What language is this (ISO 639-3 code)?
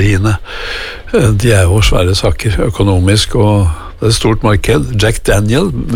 nor